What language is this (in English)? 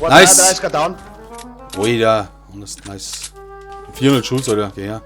Bavarian